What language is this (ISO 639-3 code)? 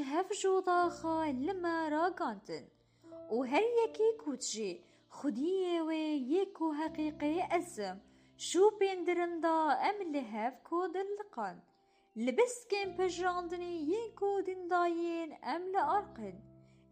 kur